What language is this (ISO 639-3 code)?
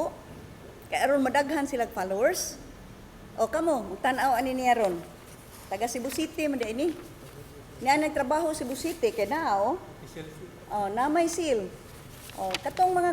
ceb